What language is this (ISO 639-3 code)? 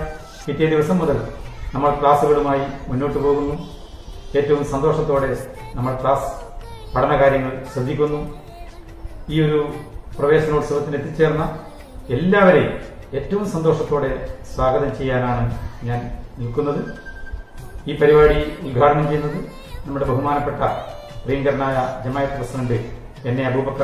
mal